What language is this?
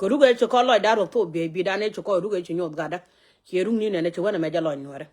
Nuer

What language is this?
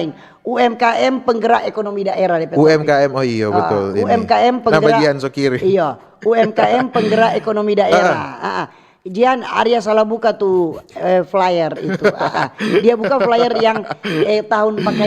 Manado Malay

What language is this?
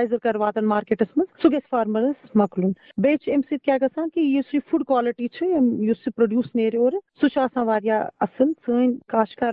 Kashmiri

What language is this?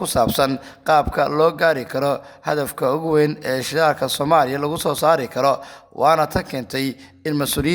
Somali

